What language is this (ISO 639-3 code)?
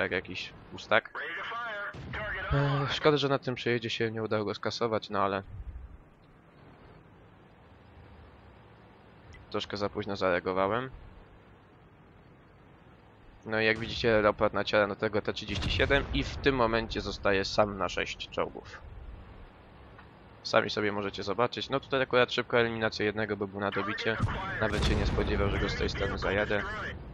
pol